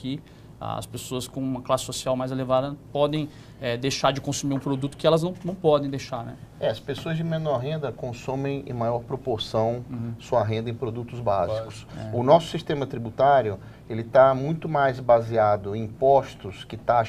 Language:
Portuguese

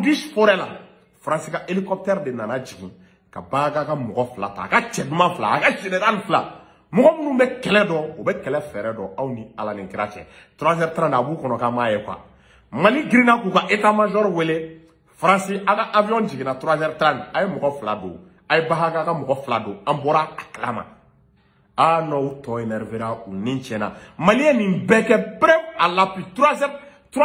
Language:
Bambara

